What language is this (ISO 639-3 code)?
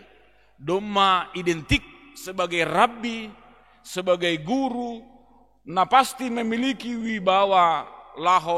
bts